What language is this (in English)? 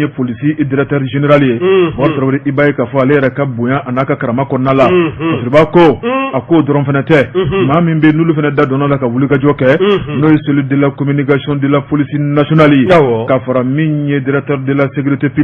Bambara